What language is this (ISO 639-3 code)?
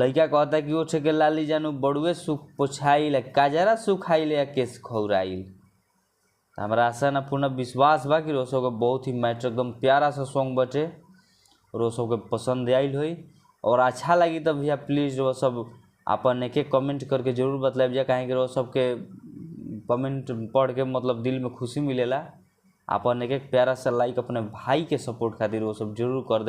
bho